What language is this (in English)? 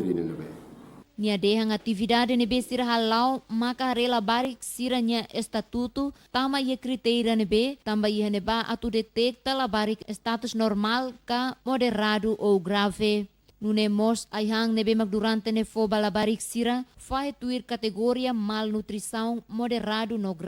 Tetum